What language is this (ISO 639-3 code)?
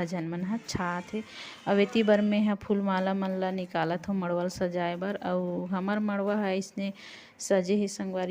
hne